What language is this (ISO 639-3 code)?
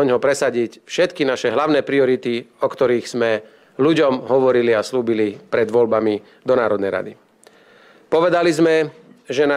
slk